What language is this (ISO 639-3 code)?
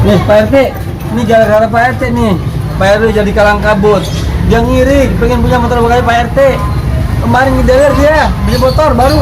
bew